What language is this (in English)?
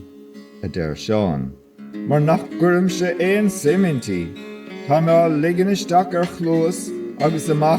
Irish